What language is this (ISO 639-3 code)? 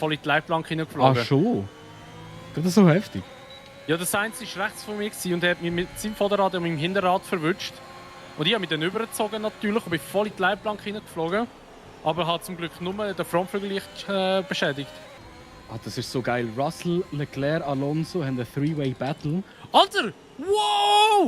gsw